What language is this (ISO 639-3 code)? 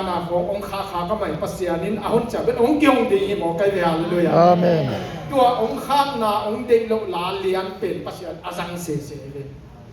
ctd